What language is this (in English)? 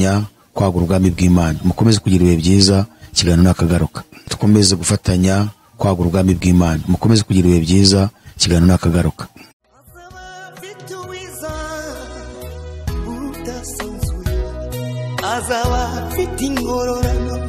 Kinyarwanda